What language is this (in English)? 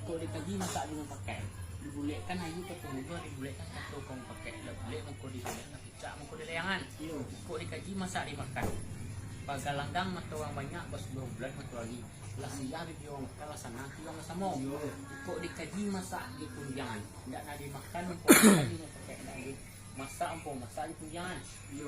Minangkabau